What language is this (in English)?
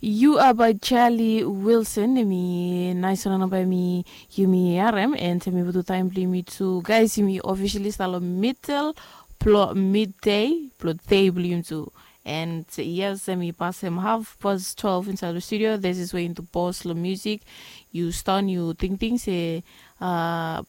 Bislama